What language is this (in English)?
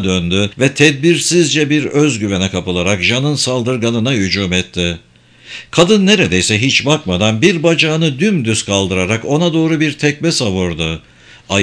Turkish